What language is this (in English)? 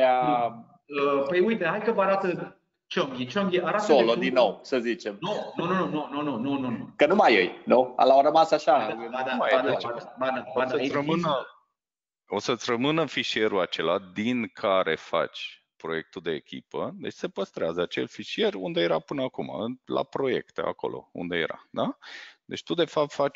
Romanian